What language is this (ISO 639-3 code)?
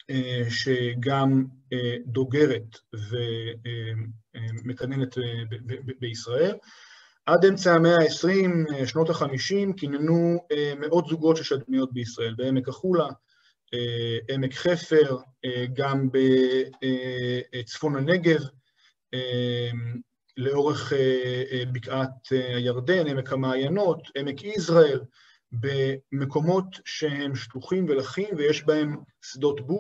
heb